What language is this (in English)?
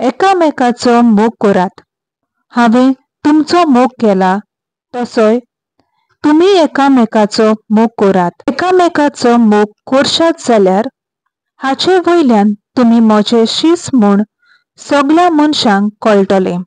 Konkani